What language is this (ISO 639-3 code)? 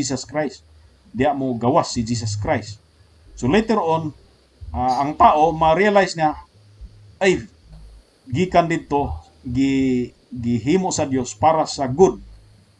ceb